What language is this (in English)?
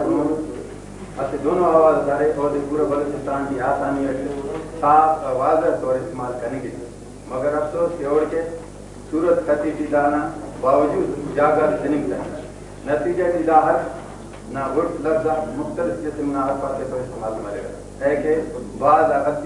Brahui